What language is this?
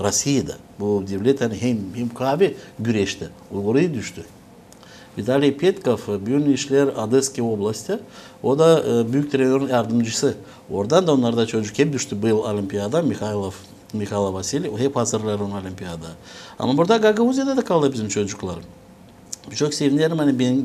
Gagauz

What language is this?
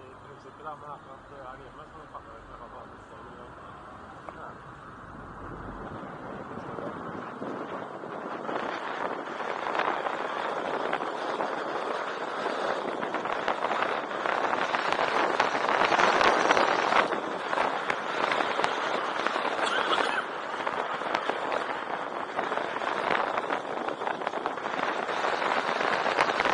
Norwegian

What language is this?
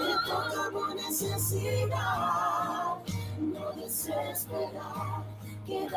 Papiamento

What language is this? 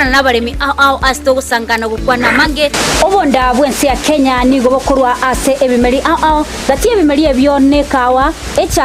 Gusii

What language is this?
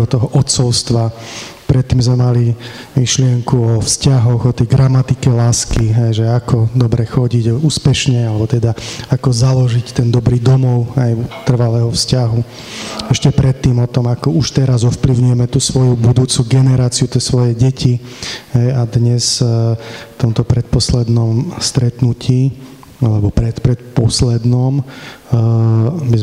Slovak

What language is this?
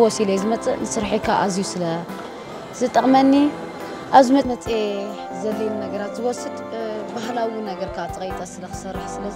Tigrinya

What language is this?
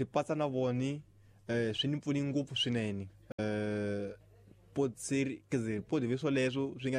Tsonga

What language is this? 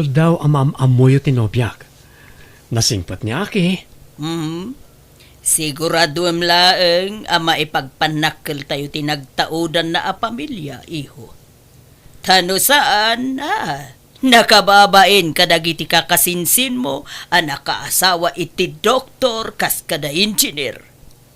Iloko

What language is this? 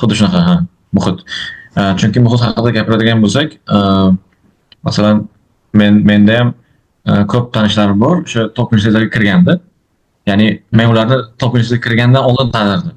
Uzbek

